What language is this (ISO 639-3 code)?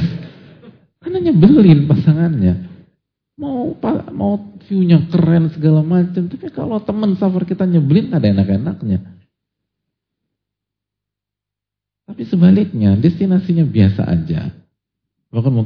ind